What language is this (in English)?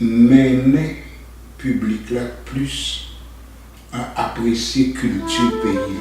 Haitian Creole